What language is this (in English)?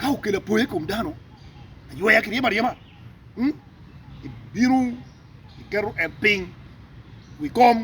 Acoli